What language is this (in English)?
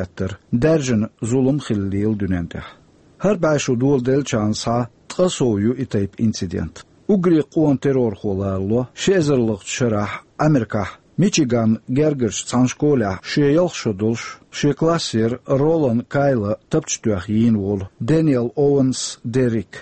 Chechen